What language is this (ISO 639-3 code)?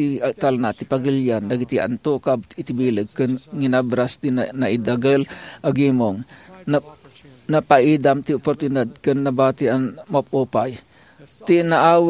ilo